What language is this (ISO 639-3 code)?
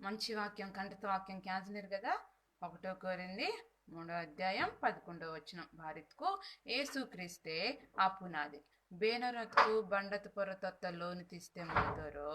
kff